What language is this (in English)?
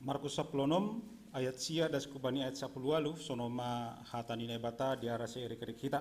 Batak Simalungun